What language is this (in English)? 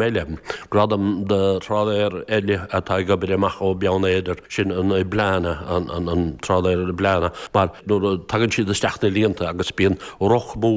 Irish